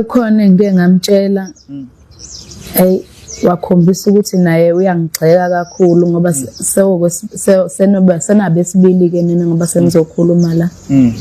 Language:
Zulu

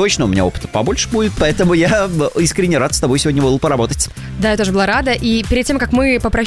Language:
Russian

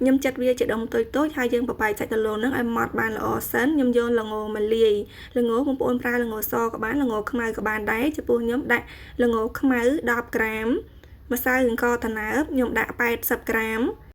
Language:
Khmer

